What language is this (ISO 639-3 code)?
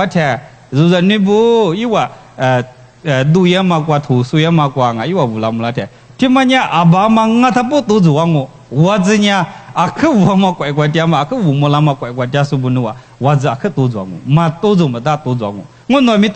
lis